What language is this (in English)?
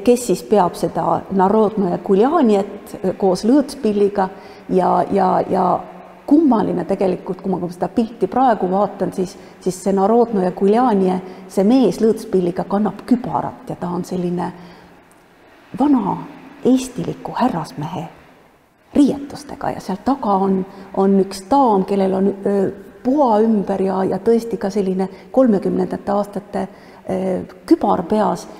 Estonian